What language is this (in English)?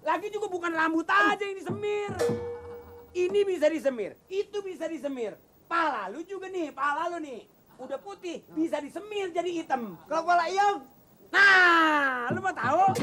Betawi